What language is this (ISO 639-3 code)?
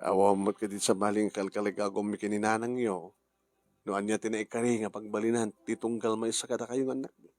ilo